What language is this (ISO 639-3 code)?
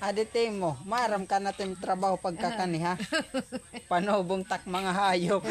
war